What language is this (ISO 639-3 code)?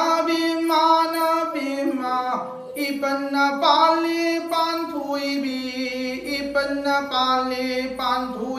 mni